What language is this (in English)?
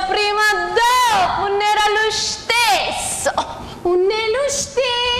Sicilian